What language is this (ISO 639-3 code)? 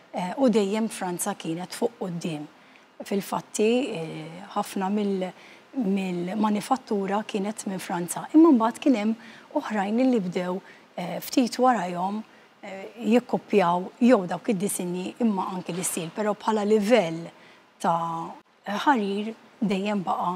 mlt